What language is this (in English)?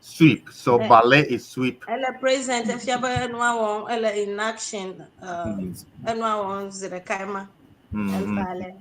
Ewe